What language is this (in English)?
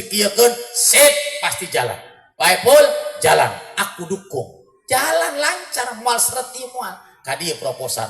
Sundanese